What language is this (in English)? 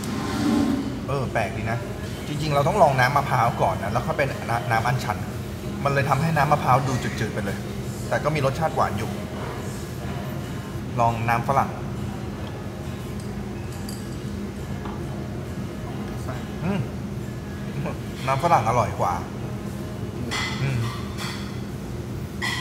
Thai